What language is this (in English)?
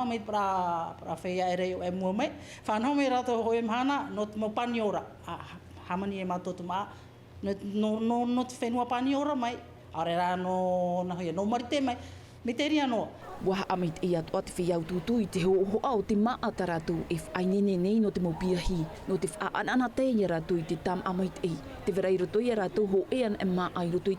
Tahitian